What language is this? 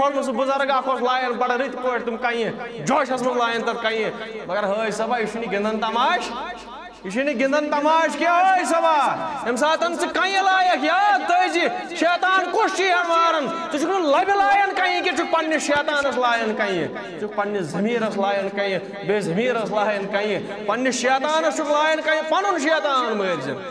Kashmiri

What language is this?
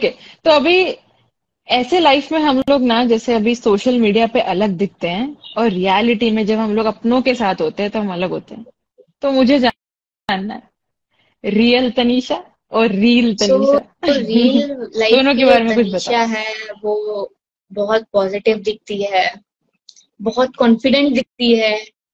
Hindi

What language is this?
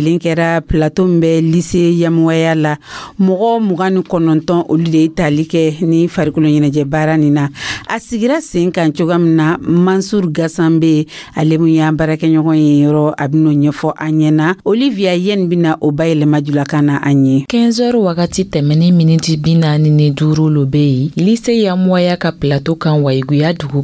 Dyula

